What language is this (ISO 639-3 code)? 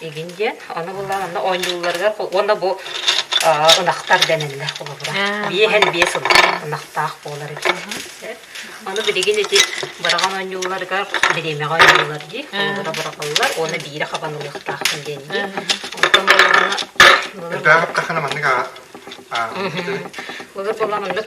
sah